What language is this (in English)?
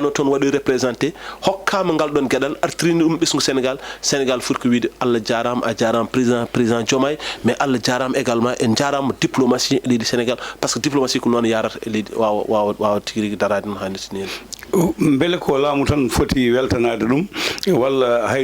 Fula